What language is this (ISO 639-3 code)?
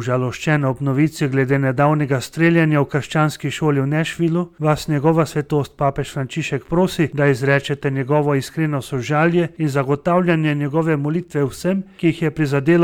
slv